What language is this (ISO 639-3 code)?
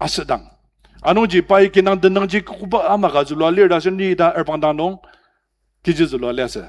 njo